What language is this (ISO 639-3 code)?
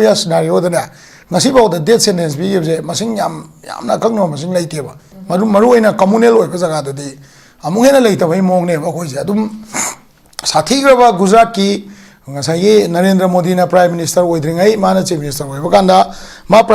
mni